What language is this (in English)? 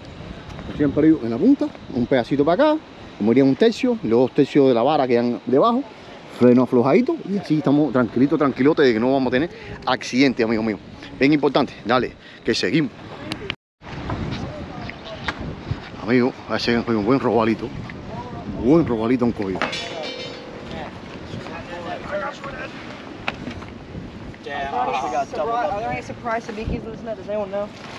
Spanish